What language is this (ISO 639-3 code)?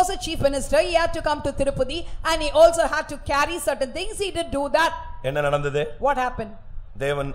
tam